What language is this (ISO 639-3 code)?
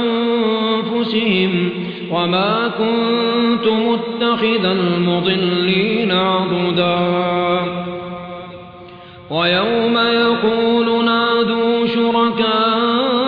ara